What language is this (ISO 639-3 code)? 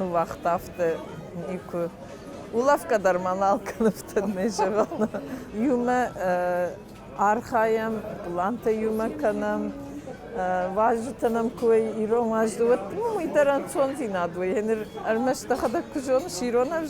oss